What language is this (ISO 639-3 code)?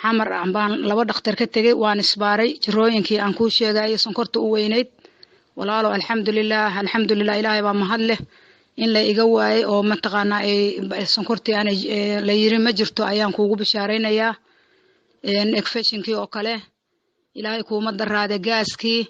som